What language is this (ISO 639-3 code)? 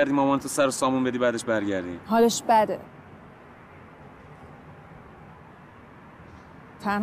fas